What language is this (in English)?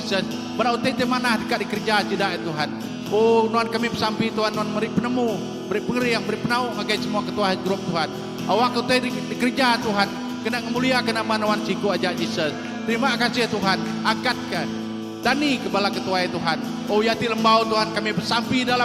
Iban